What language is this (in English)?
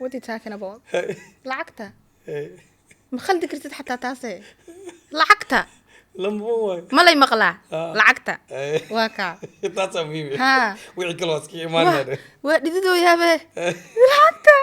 Somali